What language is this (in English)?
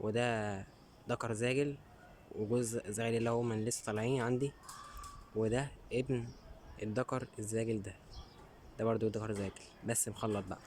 Egyptian Arabic